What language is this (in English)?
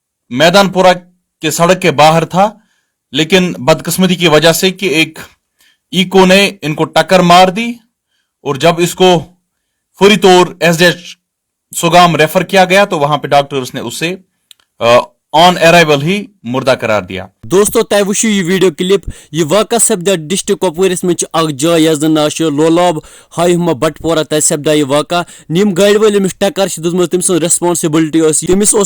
Kashmiri